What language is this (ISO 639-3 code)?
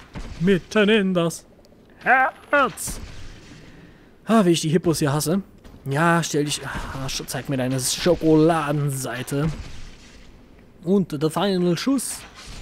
deu